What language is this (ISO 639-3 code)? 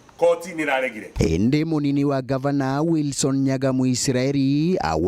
mer